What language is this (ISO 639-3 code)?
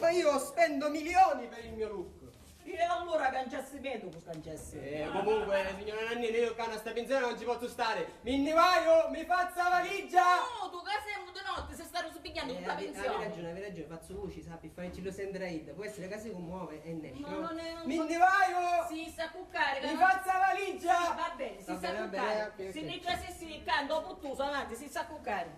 scn